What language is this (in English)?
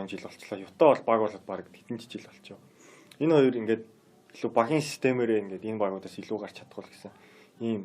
Mongolian